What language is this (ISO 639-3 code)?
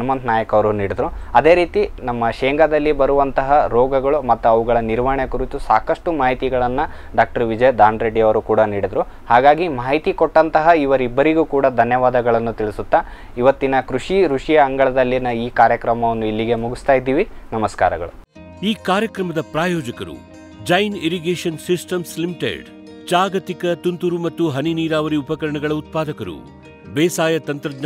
kan